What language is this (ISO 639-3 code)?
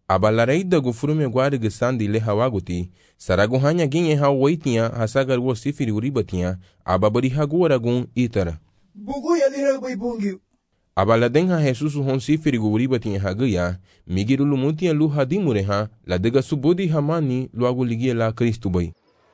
cab